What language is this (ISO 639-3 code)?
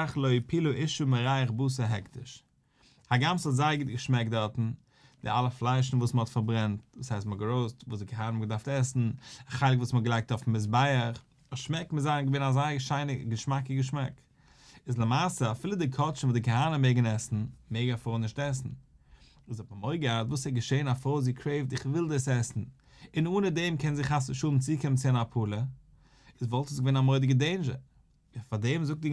yid